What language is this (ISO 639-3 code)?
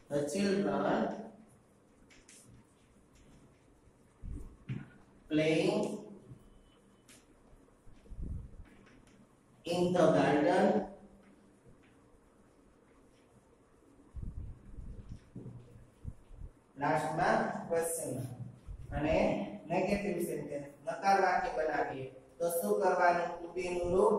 guj